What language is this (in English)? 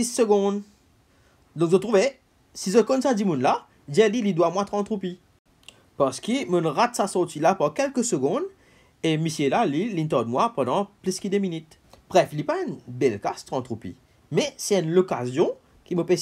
Morisyen